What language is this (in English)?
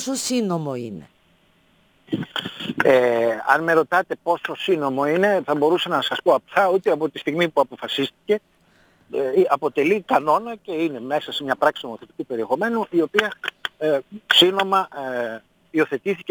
Greek